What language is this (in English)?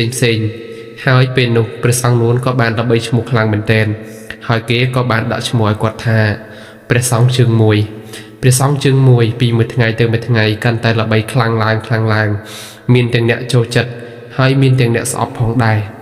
Khmer